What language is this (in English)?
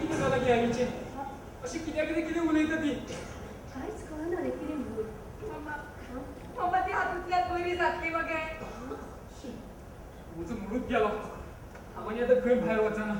Konkani